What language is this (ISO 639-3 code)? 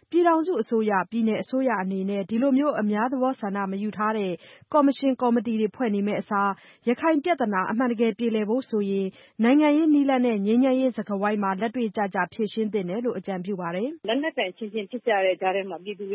mya